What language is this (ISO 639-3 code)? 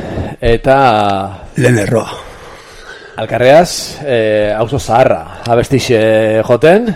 eus